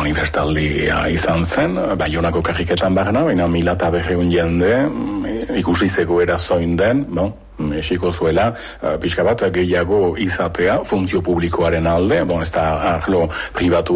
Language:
Basque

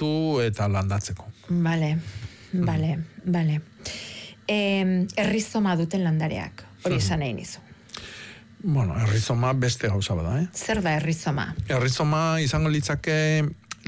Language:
Basque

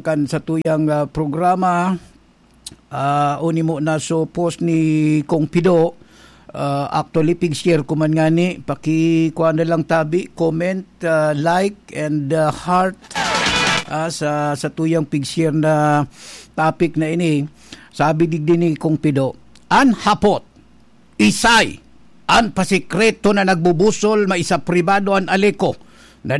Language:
Bikol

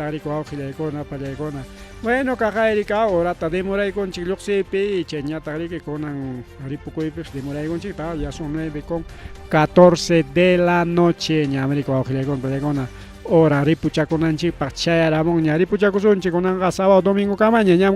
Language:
Ayacucho Quechua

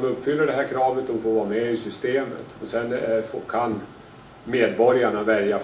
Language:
Swedish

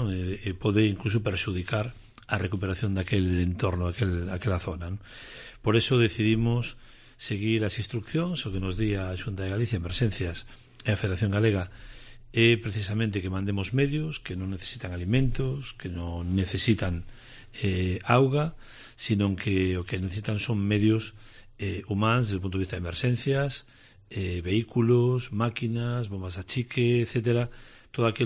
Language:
Galician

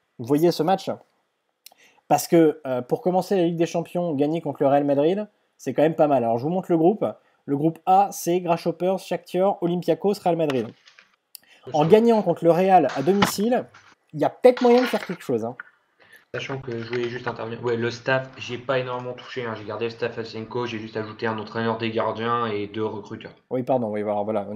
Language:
French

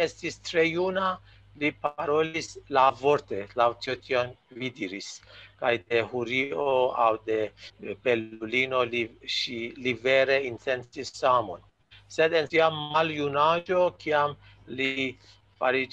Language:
Esperanto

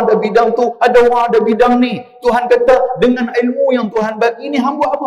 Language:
Malay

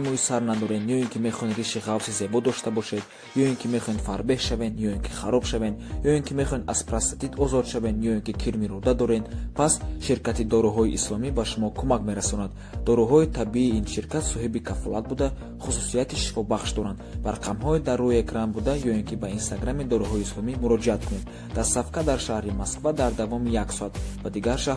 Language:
Tajik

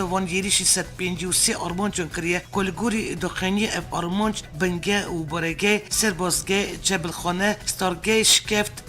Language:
Kurdish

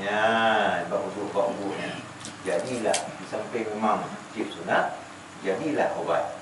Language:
Achinese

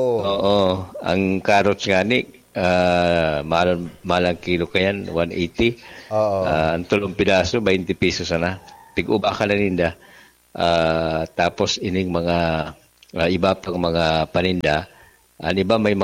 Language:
Bikol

